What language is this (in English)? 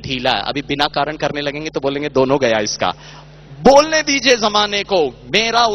Hindi